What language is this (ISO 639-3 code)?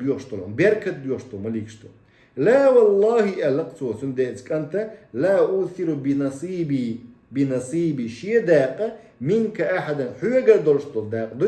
che